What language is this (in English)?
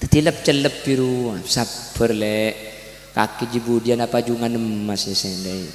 Madurese